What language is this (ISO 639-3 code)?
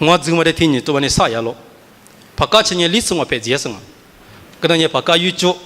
lis